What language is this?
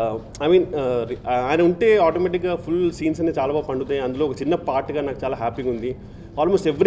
Telugu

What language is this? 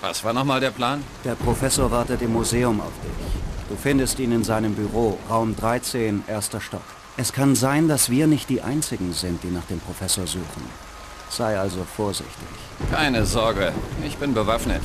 Bavarian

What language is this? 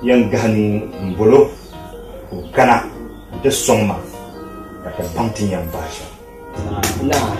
Dagbani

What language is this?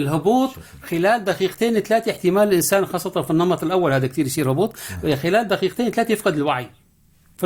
North Levantine Arabic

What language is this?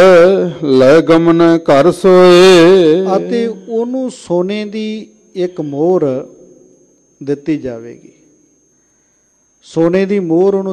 Punjabi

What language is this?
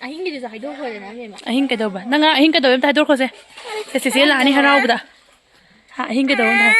Manipuri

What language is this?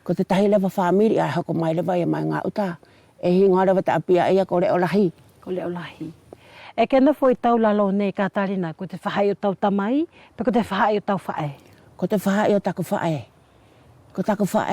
Wallisian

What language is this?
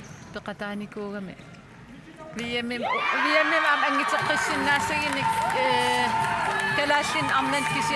Kalaallisut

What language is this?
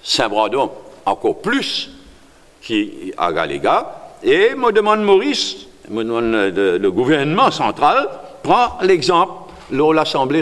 Morisyen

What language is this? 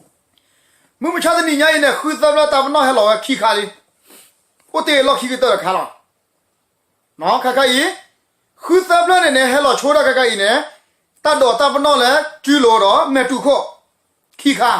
S'gaw Karen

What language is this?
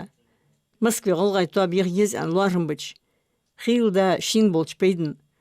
Ingush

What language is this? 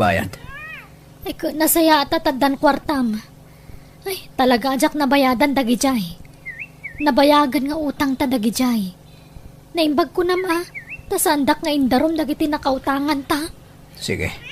Iloko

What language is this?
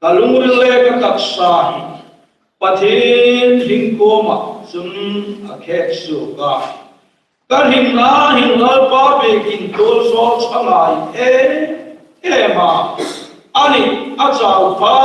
Hmar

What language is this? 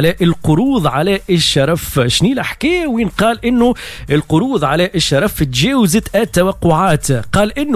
Tunisian Arabic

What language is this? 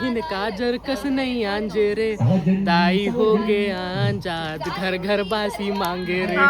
Chhattisgarhi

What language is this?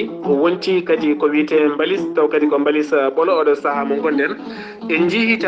Fula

